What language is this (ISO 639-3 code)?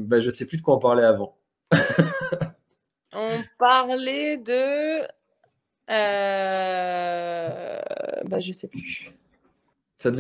fra